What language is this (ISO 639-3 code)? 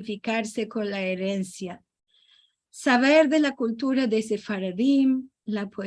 lad